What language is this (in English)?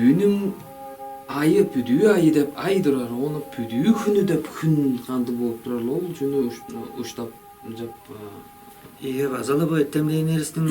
Tuvinian